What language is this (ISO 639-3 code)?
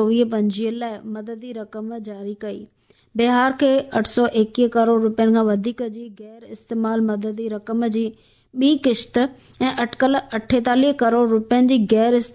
snd